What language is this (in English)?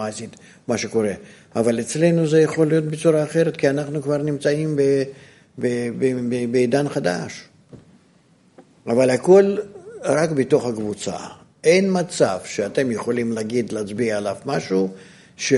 Hebrew